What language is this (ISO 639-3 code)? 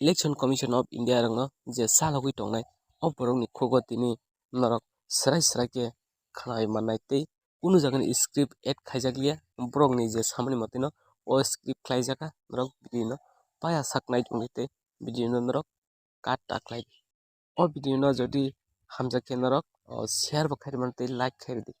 trp